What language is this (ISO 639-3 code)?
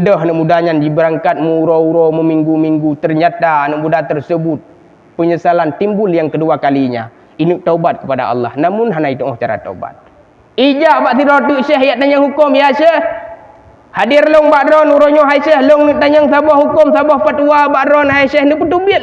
ace